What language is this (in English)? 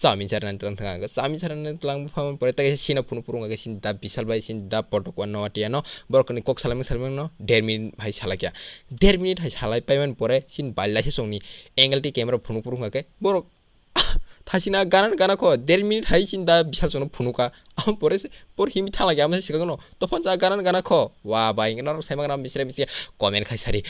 Kok Borok